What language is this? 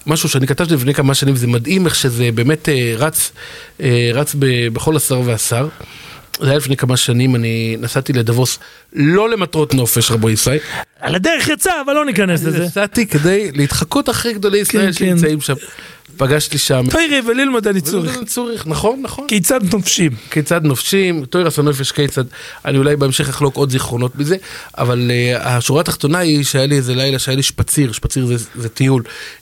Hebrew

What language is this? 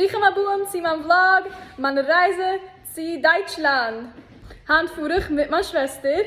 Yiddish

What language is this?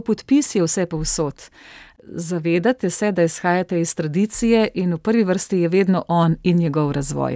Slovenian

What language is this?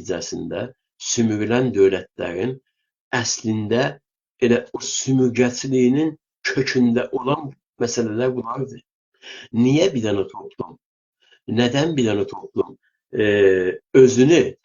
South Azerbaijani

